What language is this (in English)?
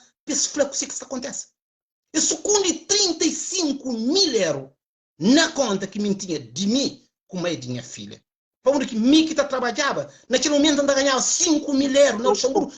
Kabuverdianu